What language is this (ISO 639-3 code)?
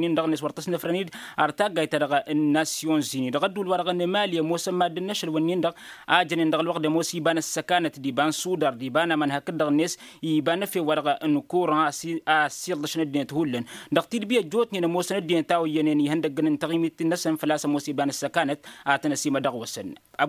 taq